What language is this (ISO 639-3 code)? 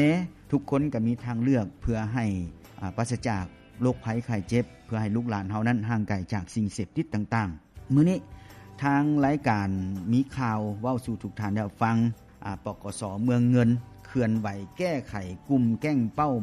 lao